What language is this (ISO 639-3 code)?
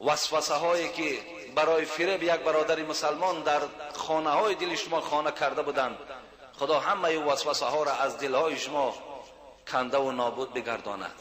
tgk